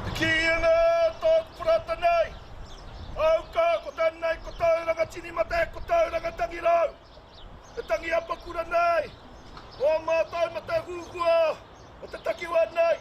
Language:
Māori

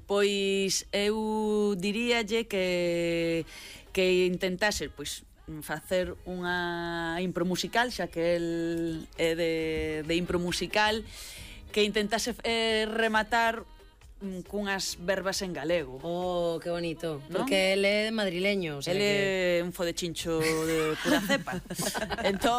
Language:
Galician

